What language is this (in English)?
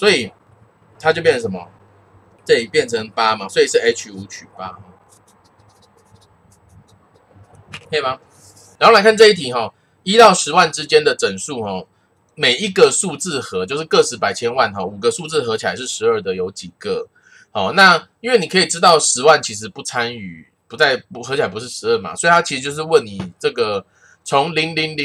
Chinese